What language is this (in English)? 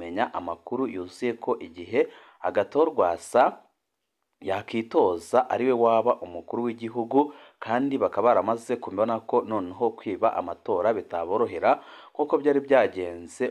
Rundi